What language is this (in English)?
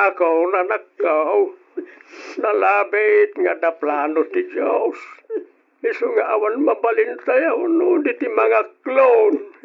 Iloko